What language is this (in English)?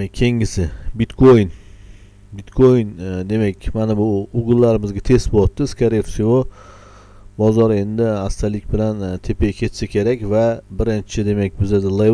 Uzbek